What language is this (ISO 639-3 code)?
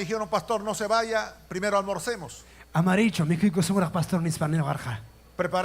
quy